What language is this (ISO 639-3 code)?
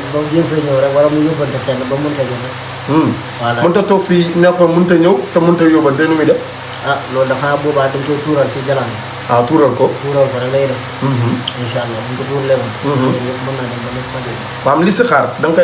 wol